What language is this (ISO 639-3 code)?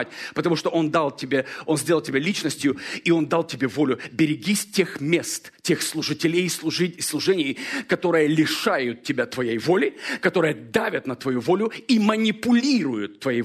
rus